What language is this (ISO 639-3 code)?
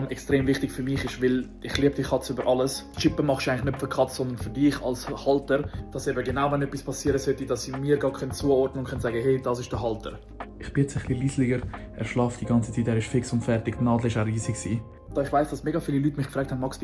gsw